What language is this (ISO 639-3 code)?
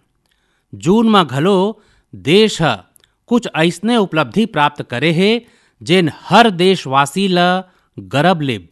hne